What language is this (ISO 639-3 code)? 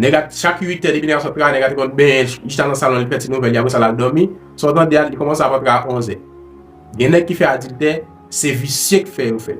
hat